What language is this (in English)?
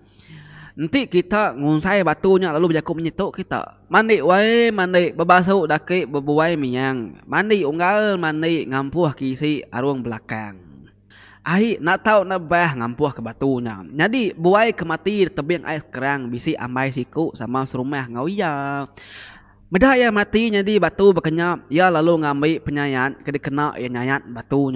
Iban